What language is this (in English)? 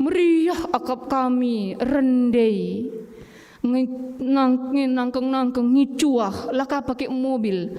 Batak Karo